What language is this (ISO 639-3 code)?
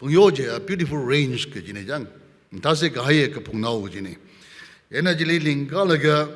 nmf